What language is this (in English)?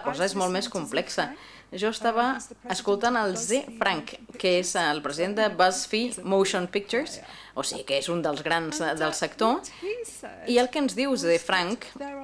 Catalan